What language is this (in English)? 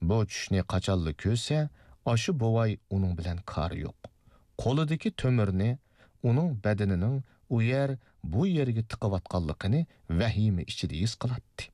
Uyghur